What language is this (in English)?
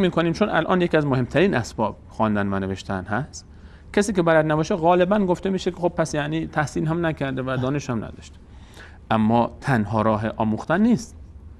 Persian